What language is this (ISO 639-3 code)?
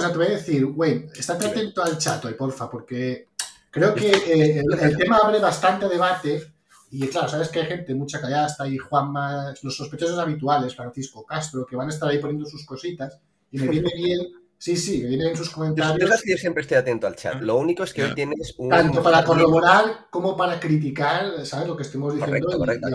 spa